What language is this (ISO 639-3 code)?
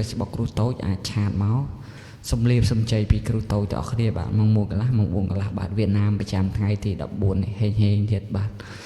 khm